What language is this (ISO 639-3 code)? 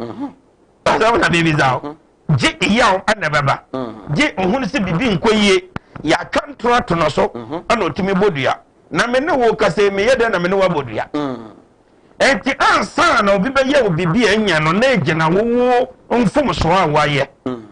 aka